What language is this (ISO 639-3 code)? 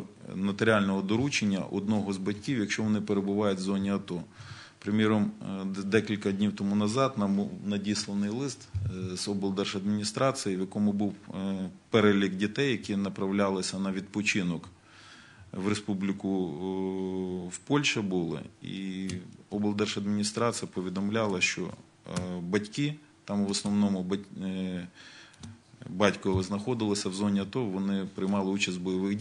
ukr